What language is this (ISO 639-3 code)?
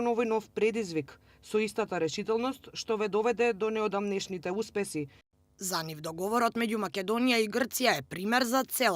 mkd